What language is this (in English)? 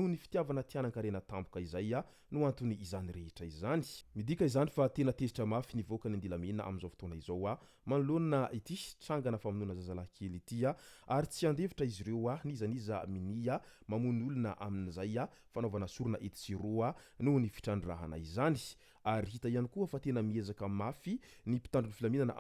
Malagasy